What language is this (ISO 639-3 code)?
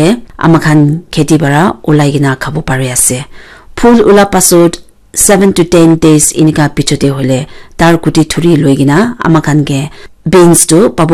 nag